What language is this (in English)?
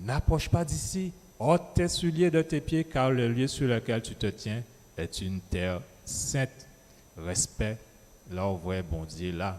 Guadeloupean Creole French